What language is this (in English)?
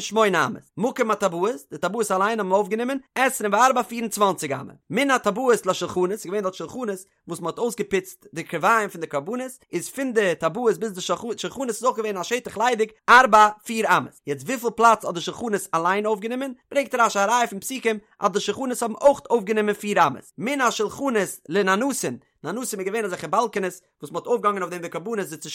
Yiddish